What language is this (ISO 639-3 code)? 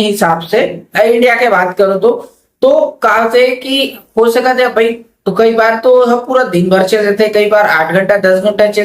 hne